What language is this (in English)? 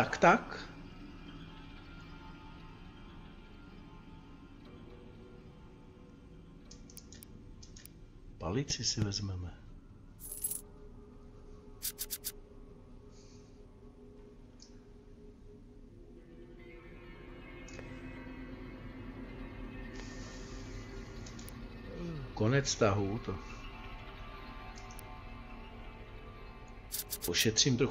Czech